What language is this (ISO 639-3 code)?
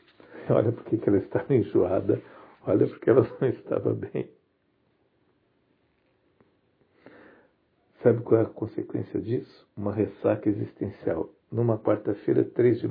por